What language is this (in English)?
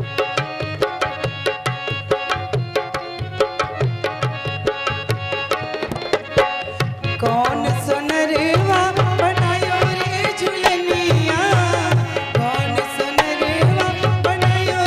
Bhojpuri